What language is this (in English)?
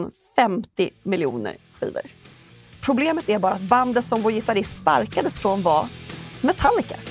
Swedish